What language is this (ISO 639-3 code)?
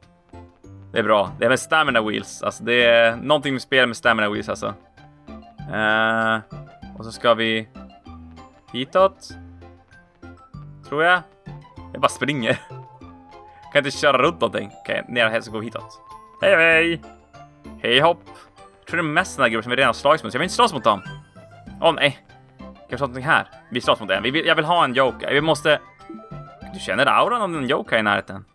swe